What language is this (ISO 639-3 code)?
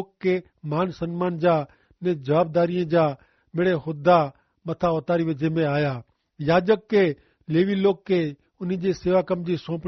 kfr